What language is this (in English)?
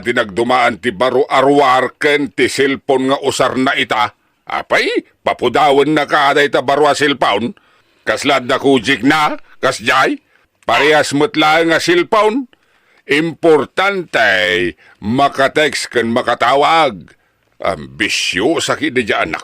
Iloko